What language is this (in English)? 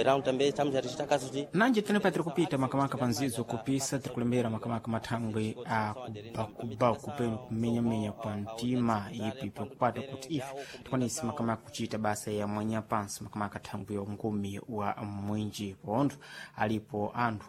Sena